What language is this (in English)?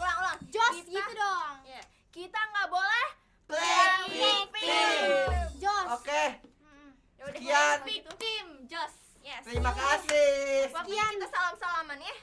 Betawi